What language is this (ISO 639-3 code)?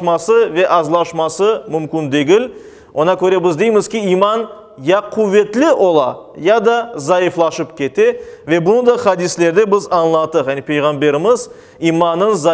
crh